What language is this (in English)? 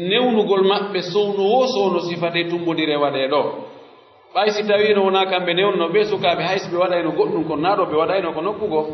Pular